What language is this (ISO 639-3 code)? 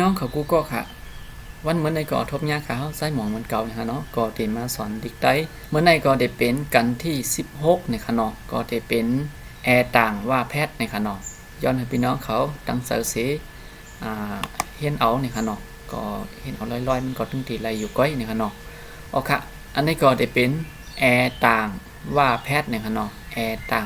shn